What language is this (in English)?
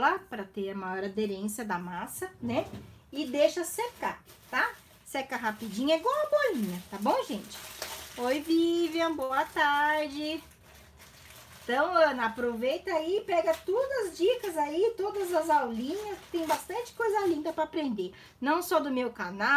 Portuguese